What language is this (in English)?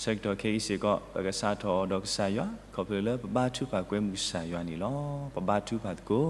S'gaw Karen